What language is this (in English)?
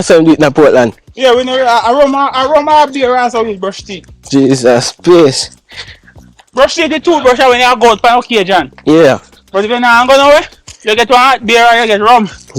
Jamaican Creole English